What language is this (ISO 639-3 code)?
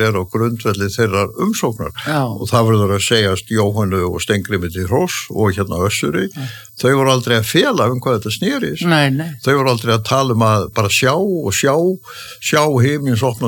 isl